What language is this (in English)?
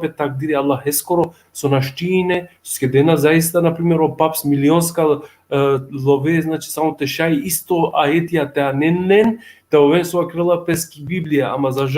Balkan Romani